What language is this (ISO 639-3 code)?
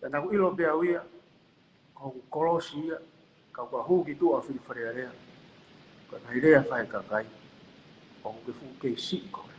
ton